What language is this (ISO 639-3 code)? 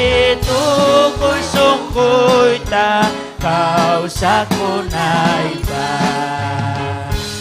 quy